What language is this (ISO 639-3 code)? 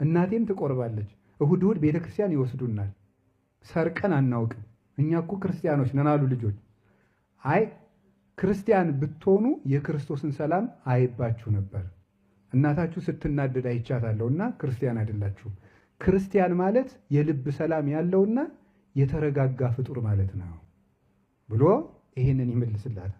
amh